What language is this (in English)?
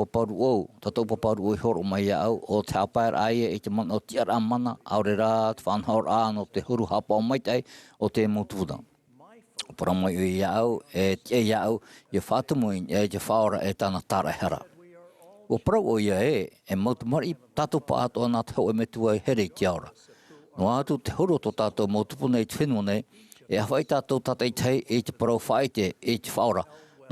Tahitian